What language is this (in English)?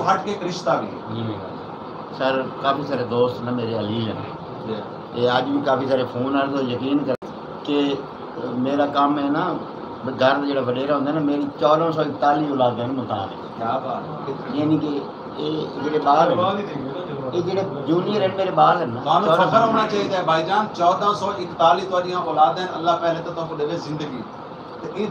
Saraiki